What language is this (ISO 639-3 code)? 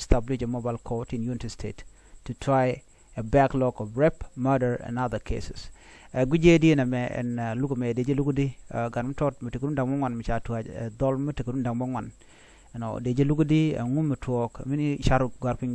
nus